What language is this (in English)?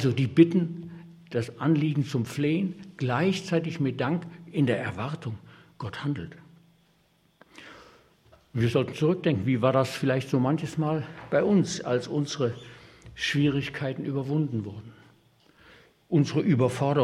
German